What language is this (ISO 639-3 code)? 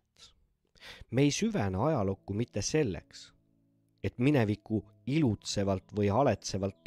est